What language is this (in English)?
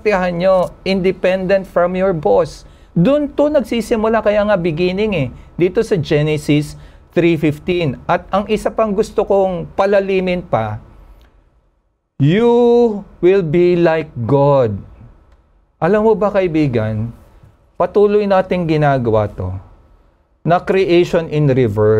Filipino